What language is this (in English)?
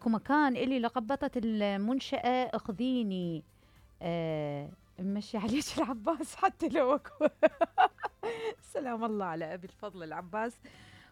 Mesopotamian Arabic